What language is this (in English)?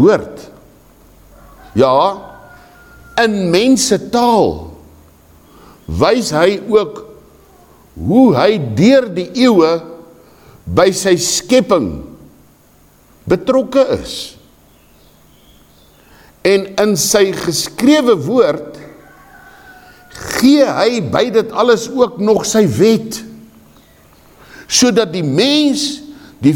Afrikaans